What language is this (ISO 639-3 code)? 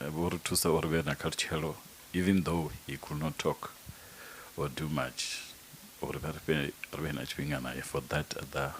ven